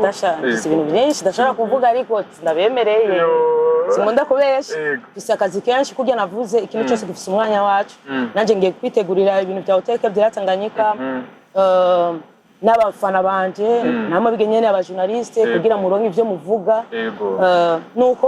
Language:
Rundi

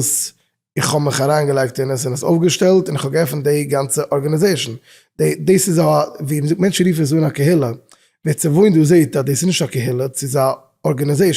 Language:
Yiddish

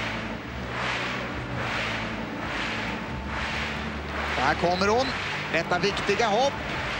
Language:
Swedish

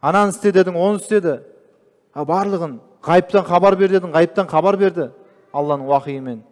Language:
Kazakh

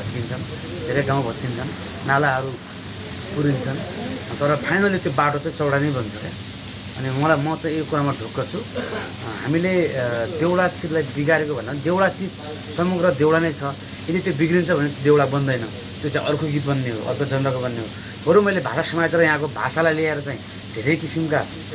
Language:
Nepali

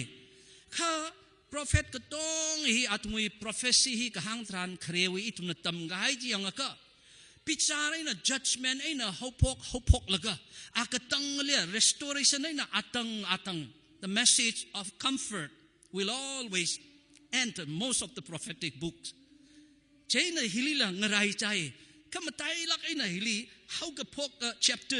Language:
Tangkhul Naga (India)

